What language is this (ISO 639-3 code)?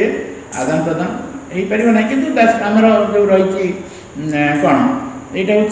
ori